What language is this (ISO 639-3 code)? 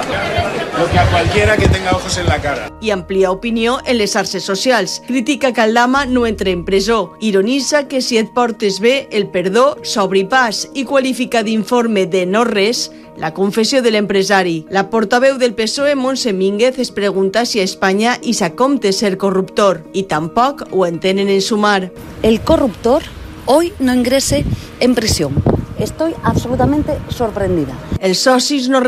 cat